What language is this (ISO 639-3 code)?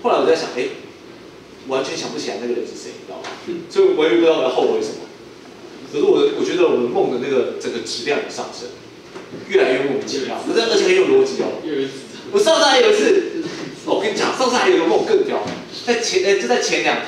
zho